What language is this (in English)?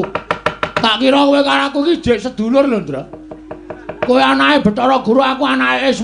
Javanese